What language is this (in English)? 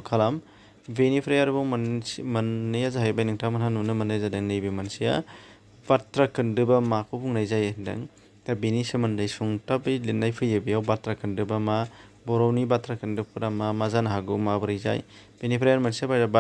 Bodo